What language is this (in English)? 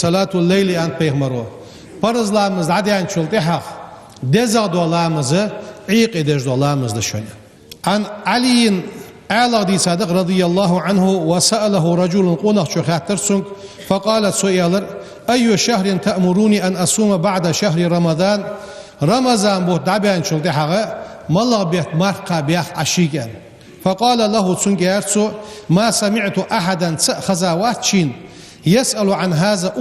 Ingush